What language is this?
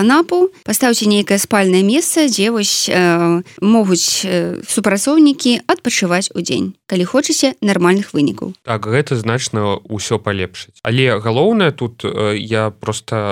Belarusian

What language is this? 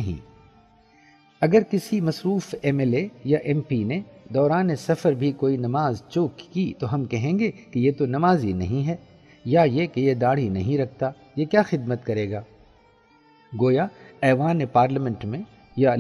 Urdu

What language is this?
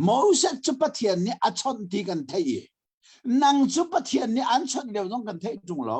Hakha Chin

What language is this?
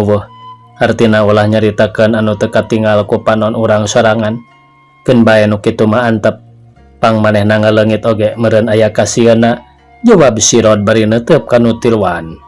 Sundanese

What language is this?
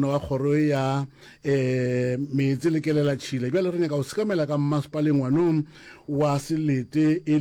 Northern Sotho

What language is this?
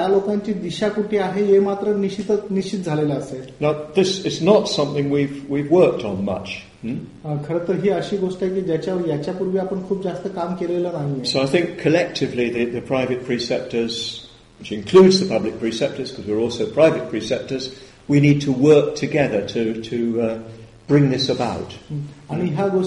Marathi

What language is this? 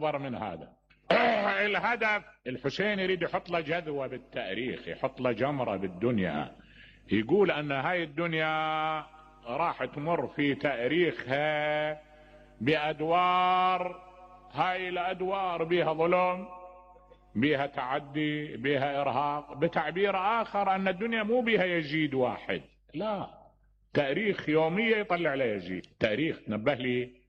Mesopotamian Arabic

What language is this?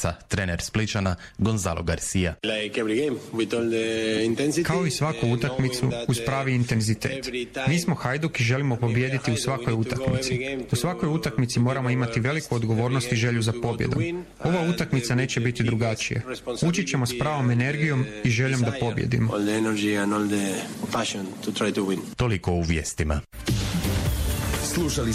Croatian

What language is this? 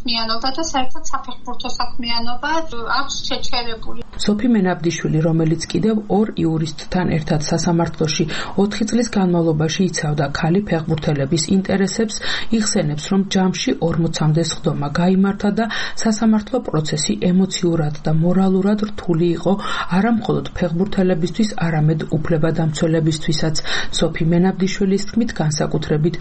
Georgian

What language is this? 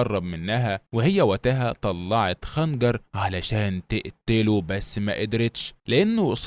Egyptian Arabic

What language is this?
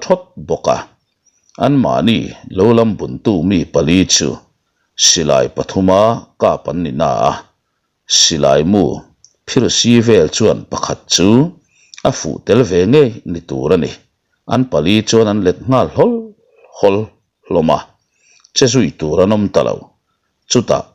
Mizo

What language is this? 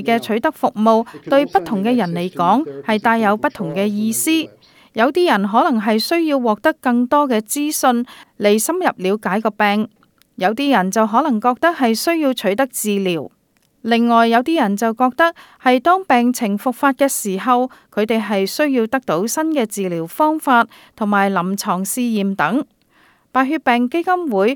Cantonese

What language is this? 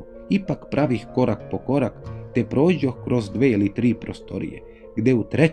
Serbian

